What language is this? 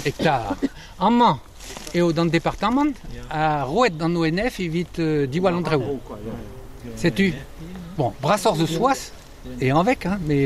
Breton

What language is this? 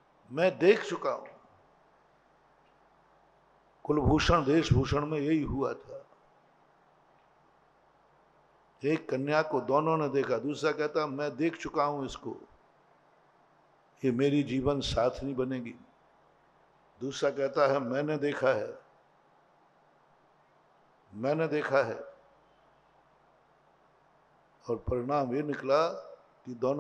Hindi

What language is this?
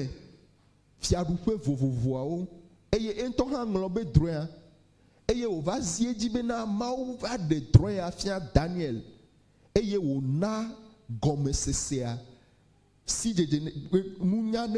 Ewe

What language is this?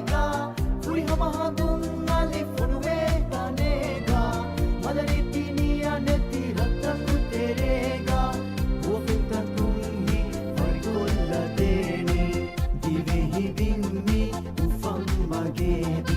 Divehi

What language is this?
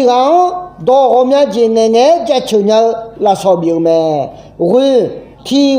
Akha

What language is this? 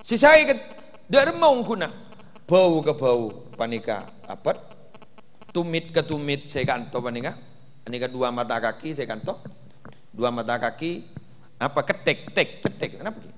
Madurese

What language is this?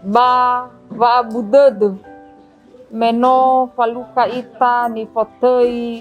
Nias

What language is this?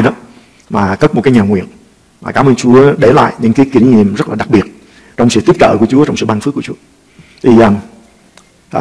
Vietnamese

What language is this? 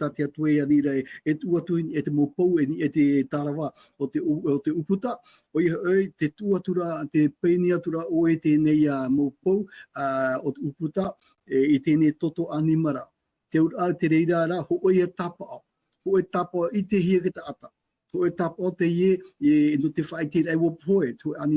Tahitian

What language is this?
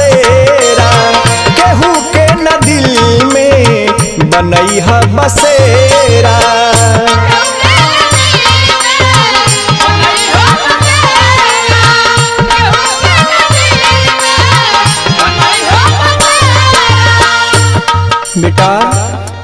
Bhojpuri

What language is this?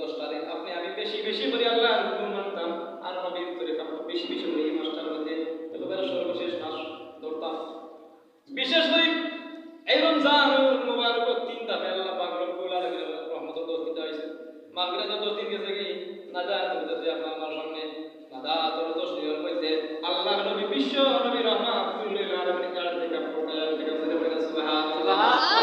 Sylheti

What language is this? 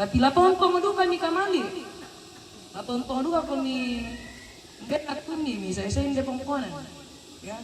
Toraja-Sa'dan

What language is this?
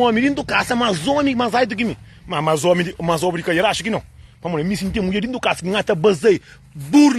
Kabuverdianu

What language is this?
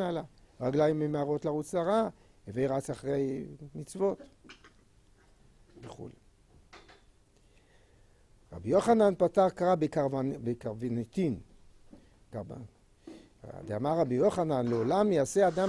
Hebrew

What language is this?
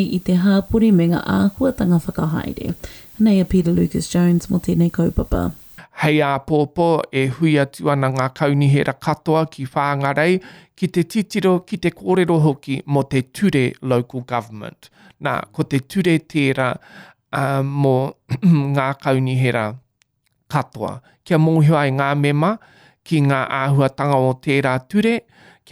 Māori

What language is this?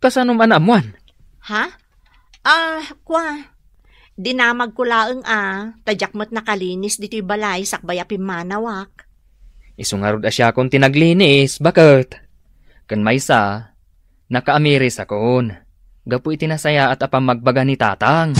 Iloko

